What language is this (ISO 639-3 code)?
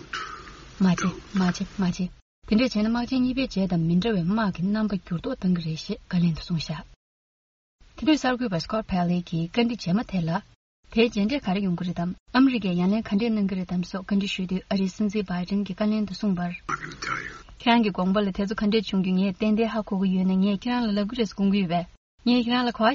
bod